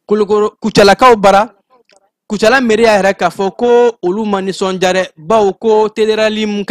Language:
Bambara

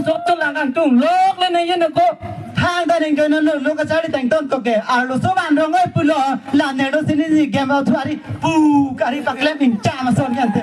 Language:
Karbi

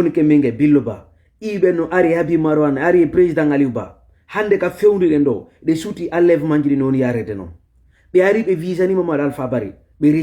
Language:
Fula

